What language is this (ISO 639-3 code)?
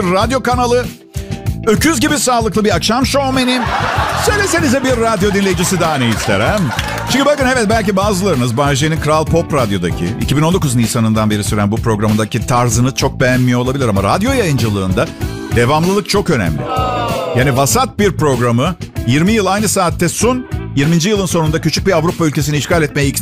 tur